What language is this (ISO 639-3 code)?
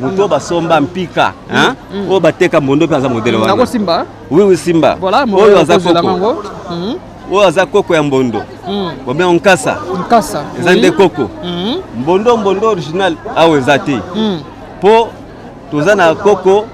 lin